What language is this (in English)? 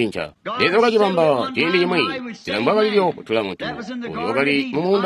Tonga (Zambia)